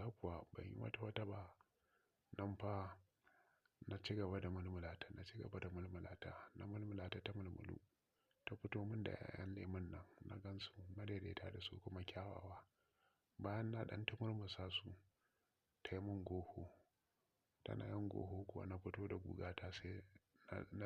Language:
Hausa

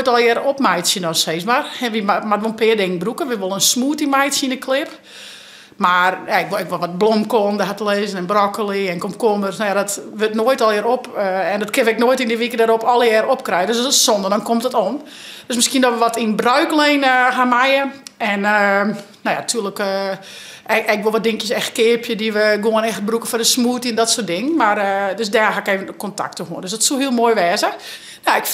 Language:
Western Frisian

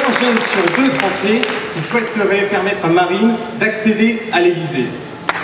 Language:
French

